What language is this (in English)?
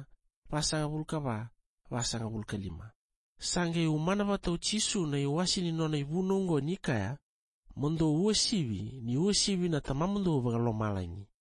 Fijian